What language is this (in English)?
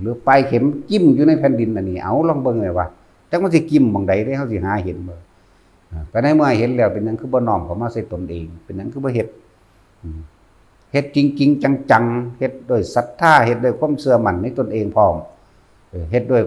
Northeastern Thai